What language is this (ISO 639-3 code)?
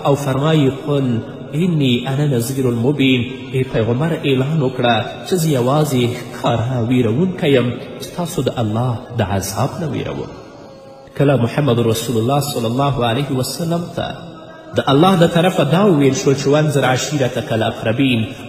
pus